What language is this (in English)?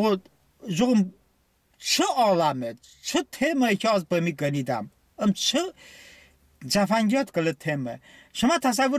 Talysh